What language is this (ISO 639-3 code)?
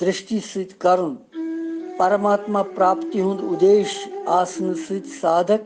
kas